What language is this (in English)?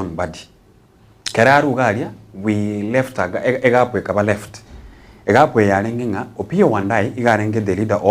Gusii